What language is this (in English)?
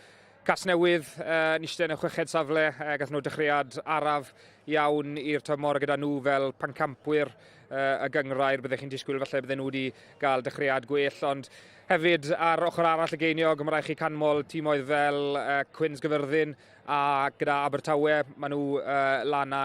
Welsh